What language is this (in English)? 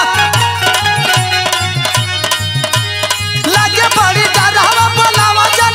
Bhojpuri